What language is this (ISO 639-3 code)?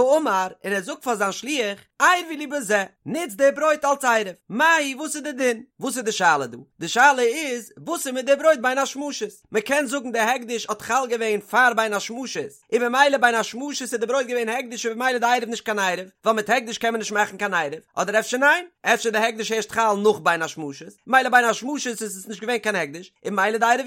yid